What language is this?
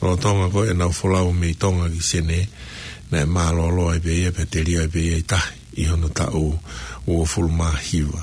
Tongan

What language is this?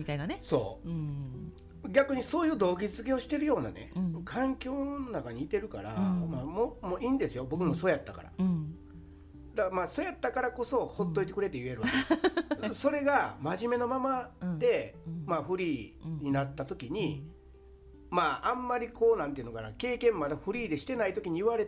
Japanese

